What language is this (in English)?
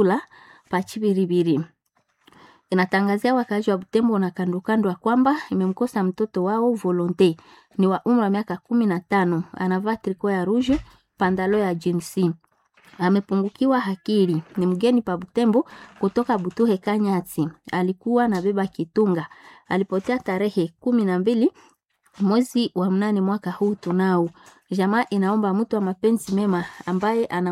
Swahili